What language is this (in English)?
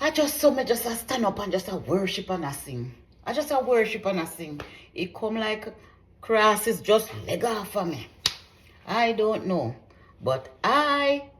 Jamaican Creole English